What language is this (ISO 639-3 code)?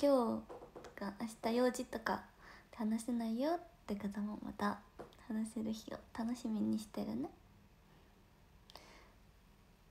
jpn